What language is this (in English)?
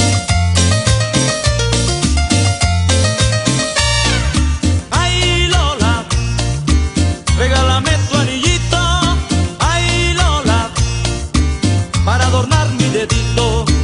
Spanish